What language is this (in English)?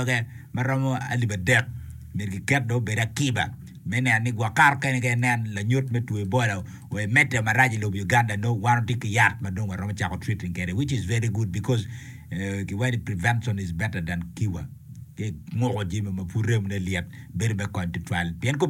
Acoli